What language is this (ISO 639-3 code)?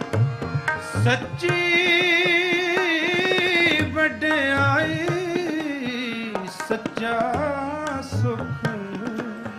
pan